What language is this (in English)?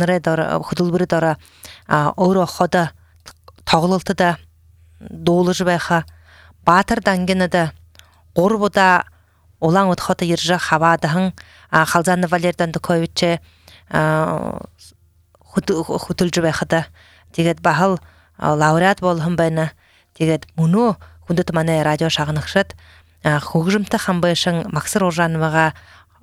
Buriat